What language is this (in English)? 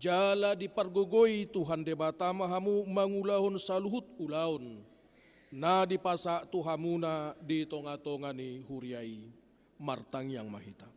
Batak Toba